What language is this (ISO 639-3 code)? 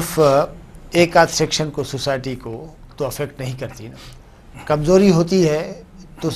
urd